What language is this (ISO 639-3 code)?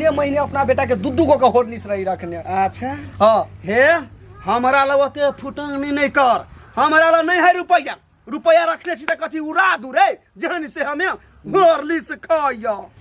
mai